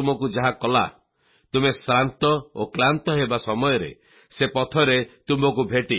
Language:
Odia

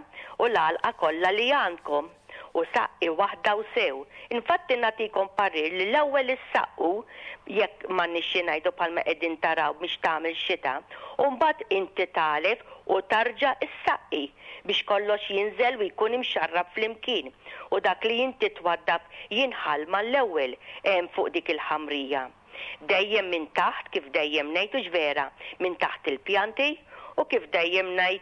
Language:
Maltese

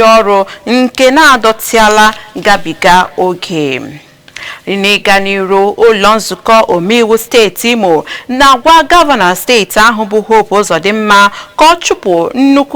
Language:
Igbo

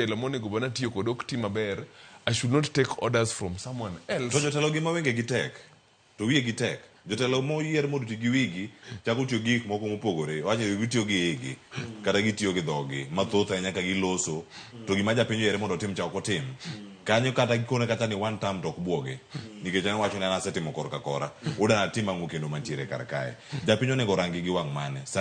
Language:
Luo (Kenya and Tanzania)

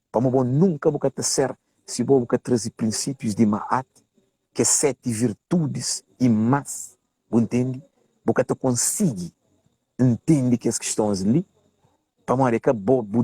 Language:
Kabuverdianu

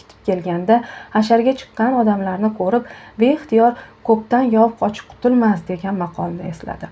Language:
Uzbek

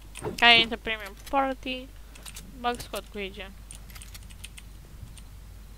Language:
Romanian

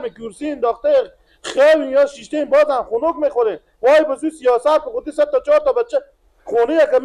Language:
Persian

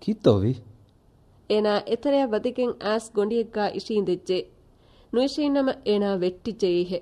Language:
Divehi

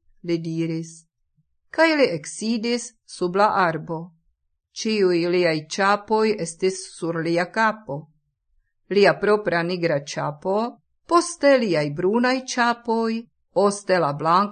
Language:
Esperanto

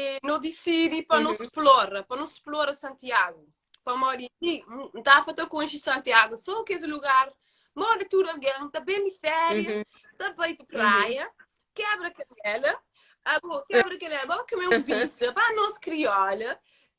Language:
Kabuverdianu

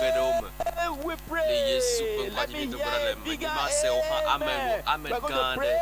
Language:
Ewe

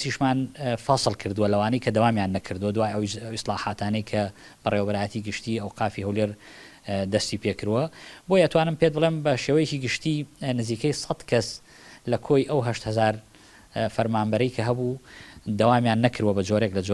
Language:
Central Kurdish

